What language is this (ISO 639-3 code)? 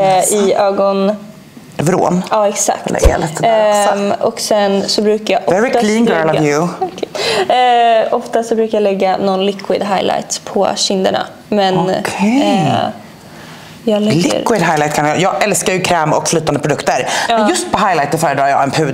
swe